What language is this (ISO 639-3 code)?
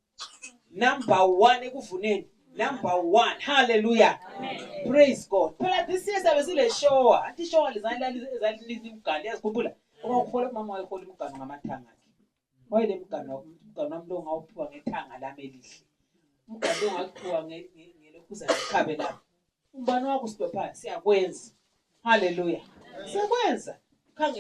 nde